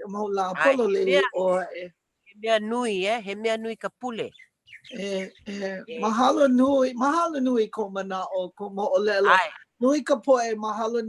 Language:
Hawaiian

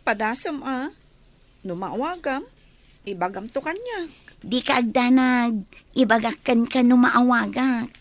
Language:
Iloko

